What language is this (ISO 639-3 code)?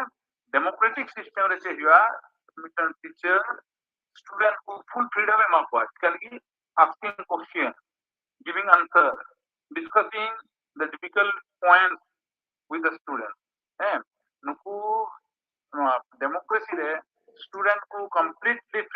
sat